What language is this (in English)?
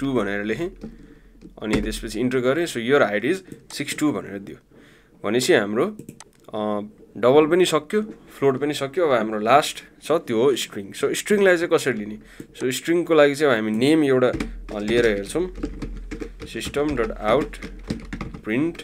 Nepali